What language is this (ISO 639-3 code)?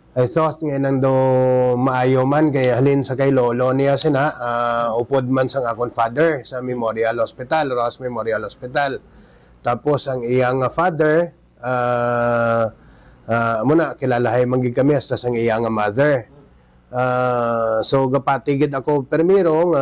hil